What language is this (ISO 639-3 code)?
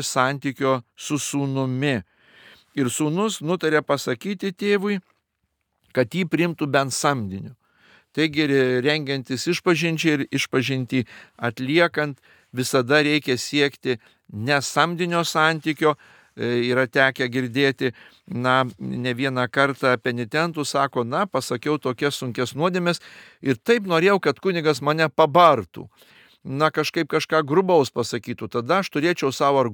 lit